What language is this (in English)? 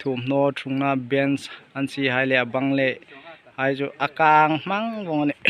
Hmar